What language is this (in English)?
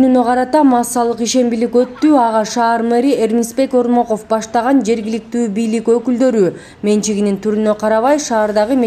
Kyrgyz